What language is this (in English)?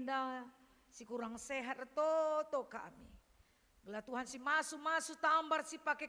Batak Karo